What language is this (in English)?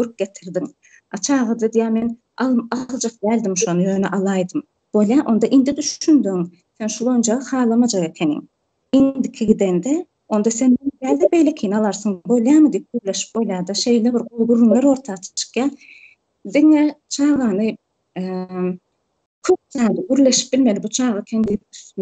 Turkmen